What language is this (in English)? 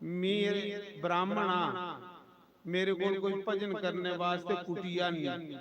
Dogri